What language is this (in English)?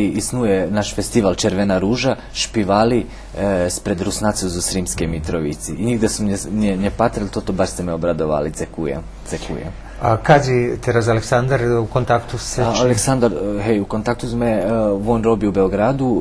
Rusyn